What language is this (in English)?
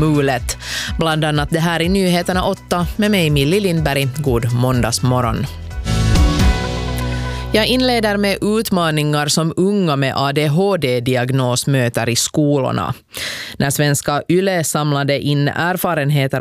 Swedish